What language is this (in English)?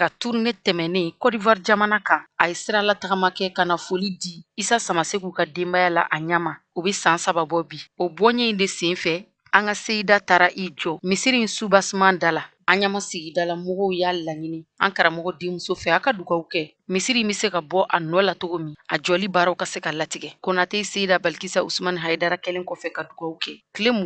Bambara